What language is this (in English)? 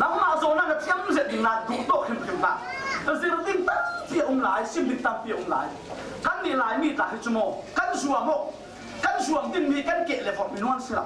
Falam Chin